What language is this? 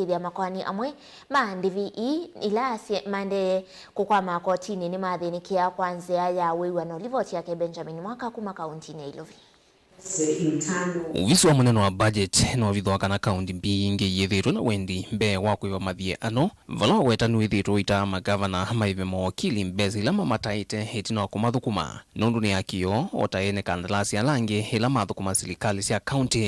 Kamba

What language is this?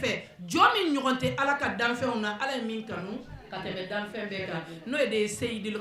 Bambara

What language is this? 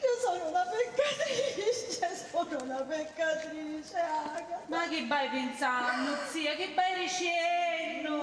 Sicilian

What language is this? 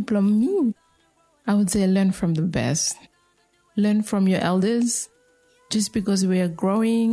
Bislama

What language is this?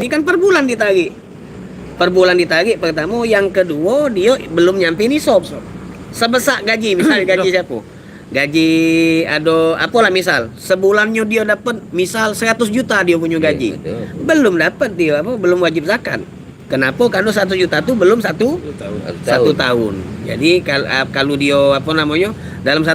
Musi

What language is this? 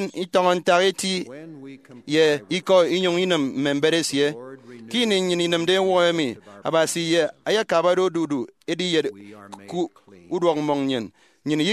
Efik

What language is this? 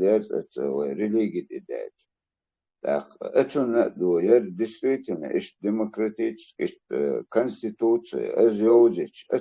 Chechen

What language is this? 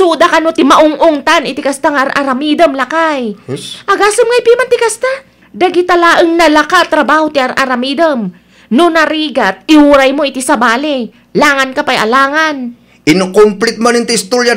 Iloko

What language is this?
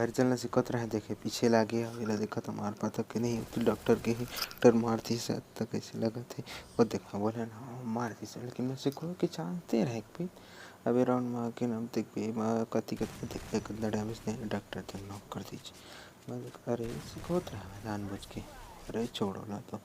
Chhattisgarhi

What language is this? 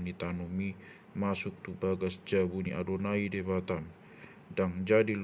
Batak Toba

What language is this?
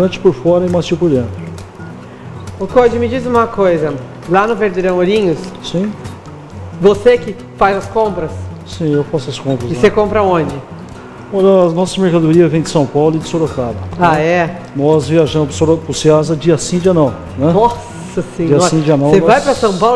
Portuguese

